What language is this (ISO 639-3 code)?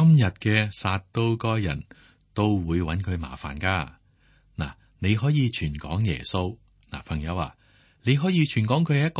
yue